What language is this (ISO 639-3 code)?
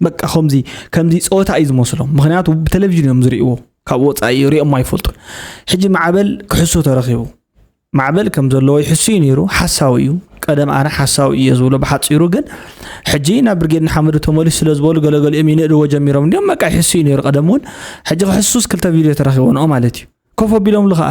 tir